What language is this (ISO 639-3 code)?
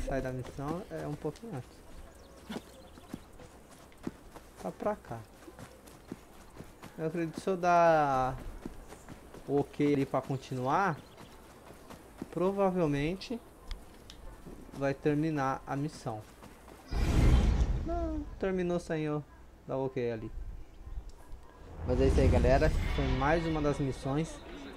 por